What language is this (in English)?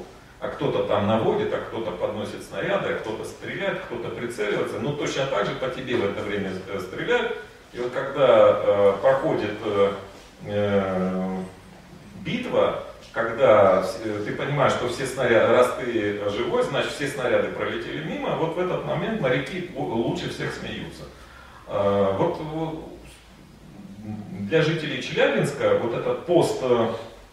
Russian